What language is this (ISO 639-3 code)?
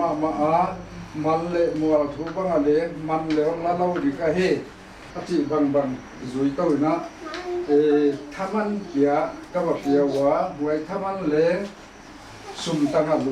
pck